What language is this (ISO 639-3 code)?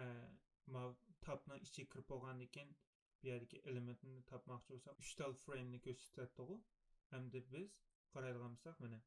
uig